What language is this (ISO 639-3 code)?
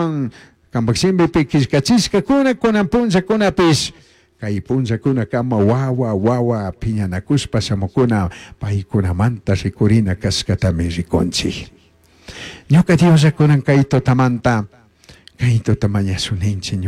qug